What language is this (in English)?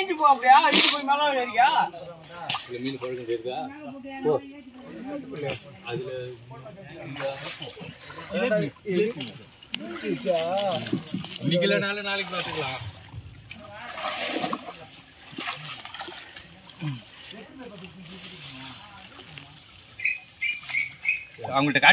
Tamil